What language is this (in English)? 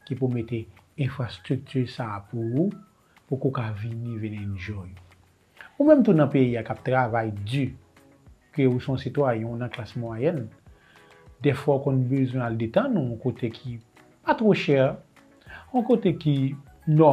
Haitian Creole